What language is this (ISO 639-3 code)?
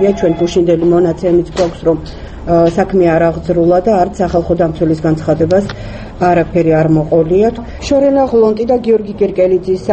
kat